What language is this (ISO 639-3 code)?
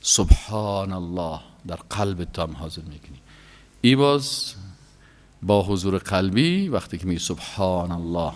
fas